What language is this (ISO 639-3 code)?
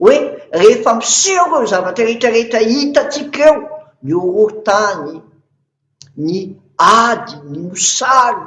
mlg